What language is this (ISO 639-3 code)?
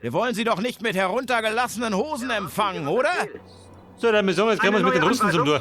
bar